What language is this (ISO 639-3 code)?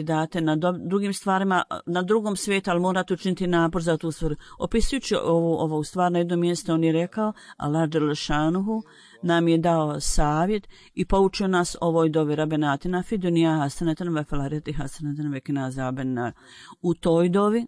bos